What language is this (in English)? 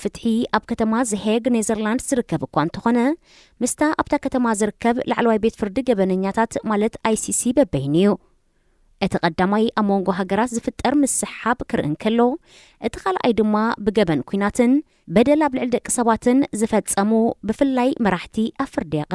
Tigrinya